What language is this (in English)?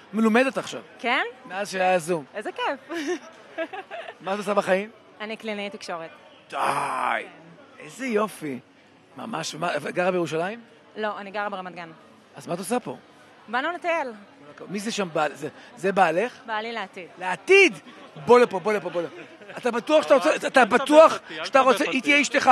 Hebrew